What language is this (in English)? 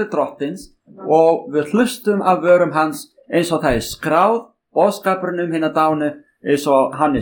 Icelandic